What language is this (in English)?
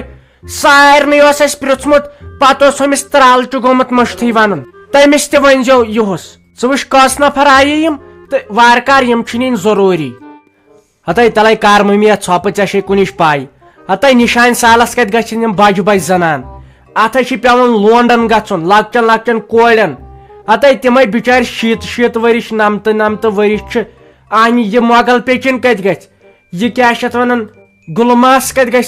Kashmiri